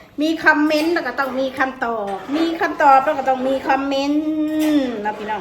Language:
Northeastern Thai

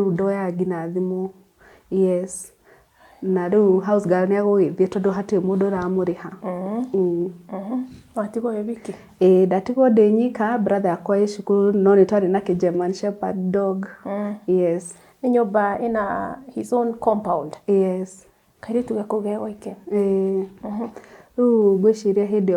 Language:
Kikuyu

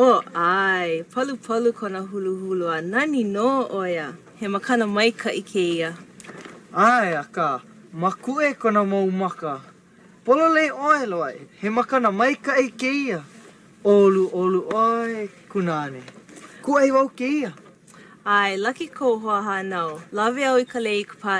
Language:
Hawaiian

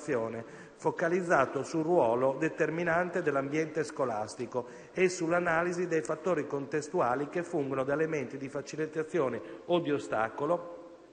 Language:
Italian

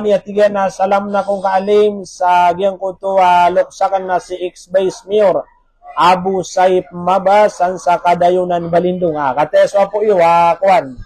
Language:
Maranao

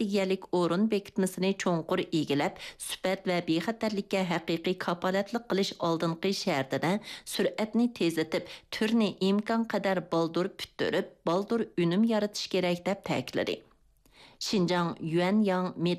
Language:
Uyghur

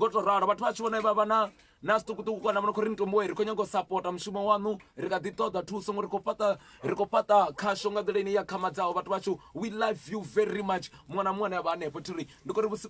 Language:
Venda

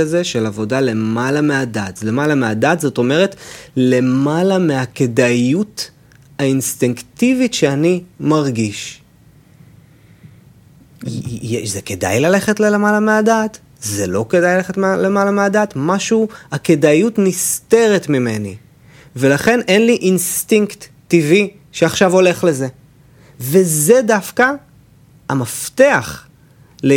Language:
Hebrew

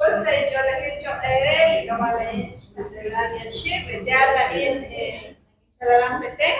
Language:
Kekchí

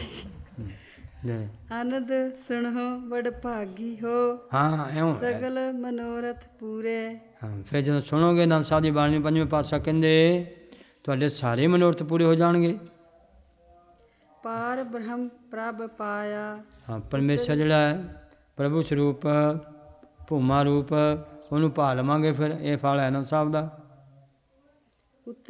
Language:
Punjabi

